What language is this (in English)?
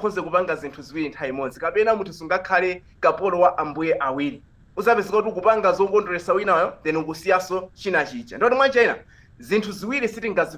Nyanja